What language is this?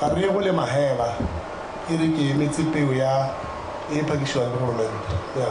Tswana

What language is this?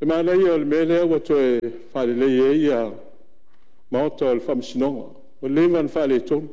Samoan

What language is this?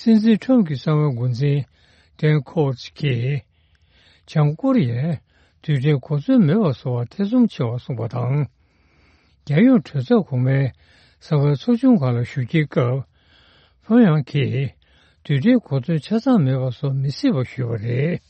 Tibetan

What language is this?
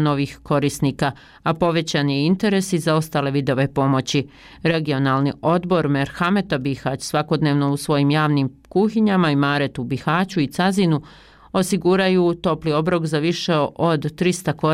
Bosnian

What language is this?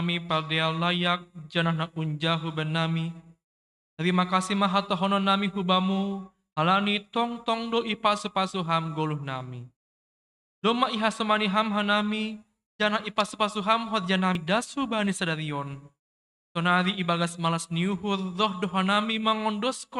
Batak Simalungun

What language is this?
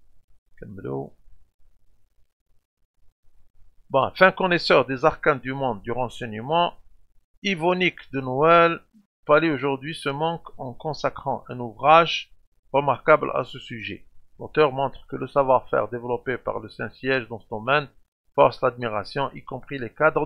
French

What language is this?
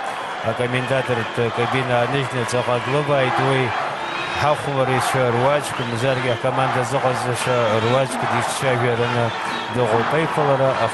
Abkhazian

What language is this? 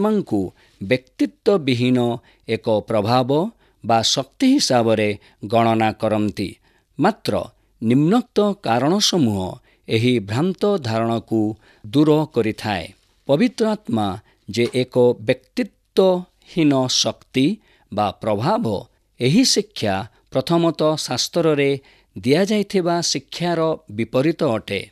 Odia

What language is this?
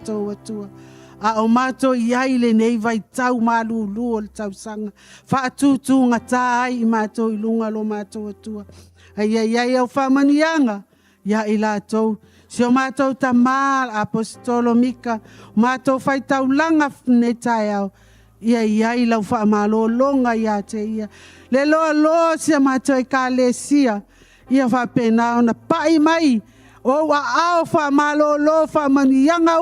Samoan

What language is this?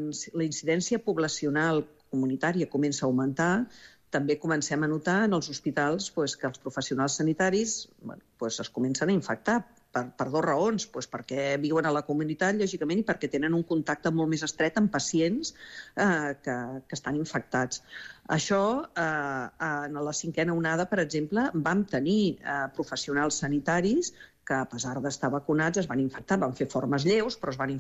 Catalan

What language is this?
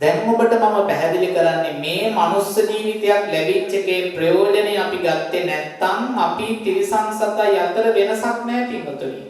Sinhala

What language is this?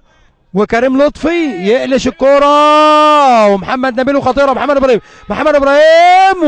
Egyptian Arabic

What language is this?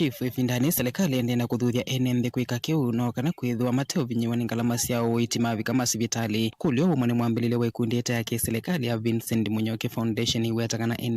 Kamba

